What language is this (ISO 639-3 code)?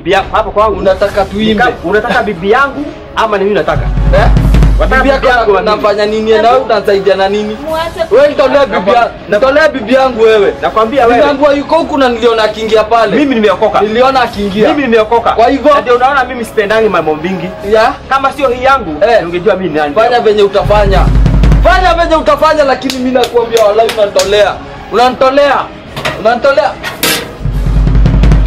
swa